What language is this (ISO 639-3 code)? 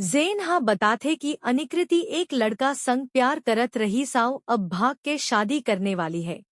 hne